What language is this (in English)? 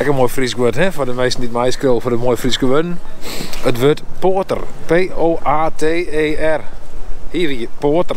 Western Frisian